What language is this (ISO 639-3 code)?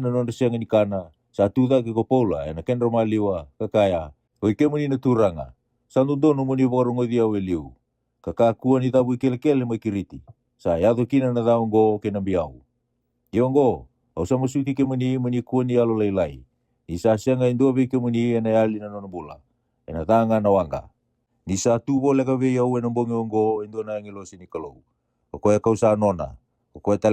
fij